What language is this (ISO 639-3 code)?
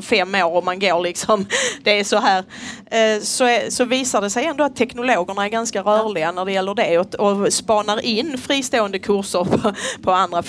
swe